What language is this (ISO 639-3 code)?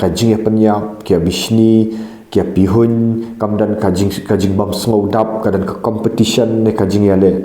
kha